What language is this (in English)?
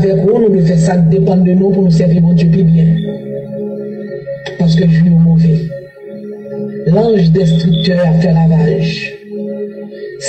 French